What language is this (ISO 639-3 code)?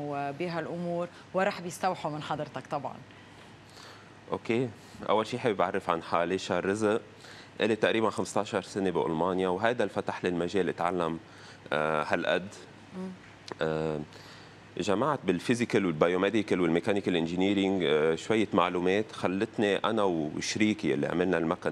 apc